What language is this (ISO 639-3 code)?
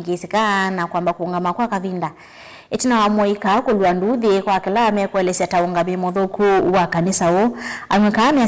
kam